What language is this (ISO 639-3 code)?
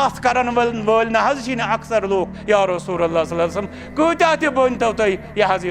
kas